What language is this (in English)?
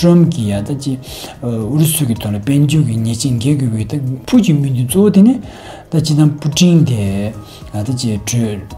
Tibetan